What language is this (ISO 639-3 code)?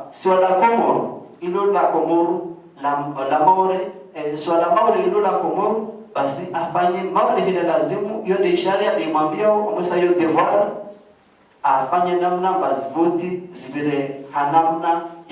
zdj